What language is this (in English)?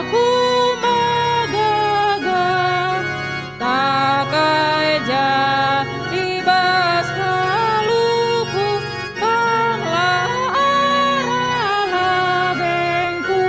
Batak Karo